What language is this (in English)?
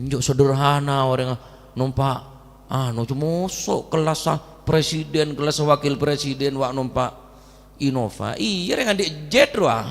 Madurese